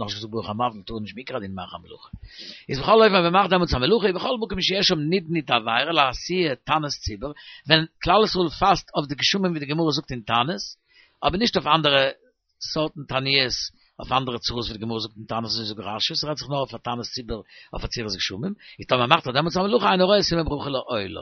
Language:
Yiddish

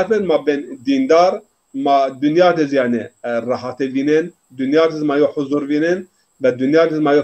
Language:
Zaza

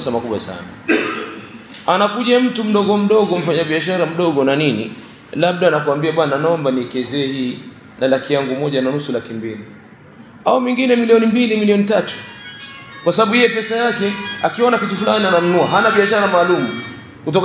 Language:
Swahili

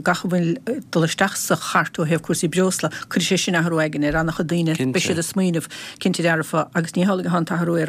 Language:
Irish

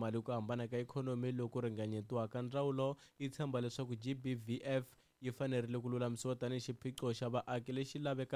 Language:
Tsonga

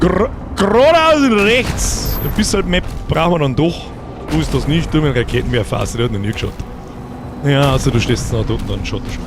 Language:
Bavarian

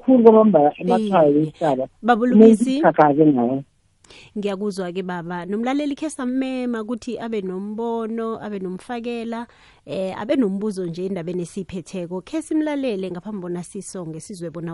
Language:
South Ndebele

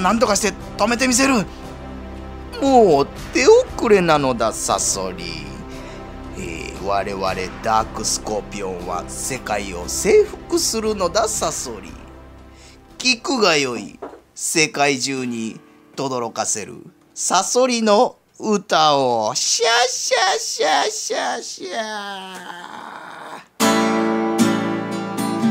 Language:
Japanese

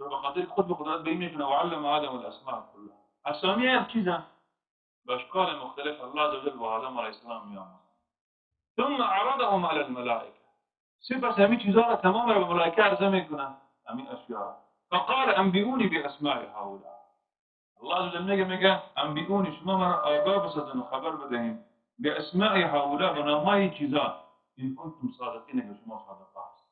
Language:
Tajik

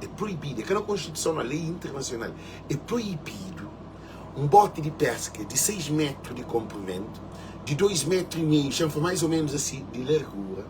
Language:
Kabuverdianu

